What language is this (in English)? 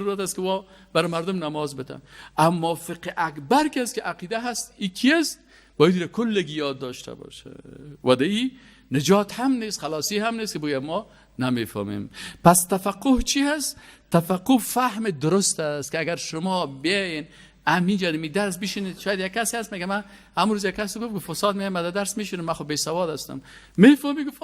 Persian